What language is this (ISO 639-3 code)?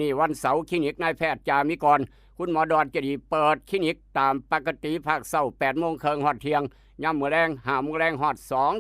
tts